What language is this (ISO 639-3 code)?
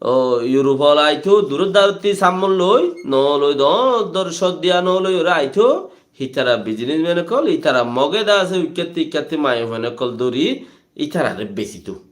rhg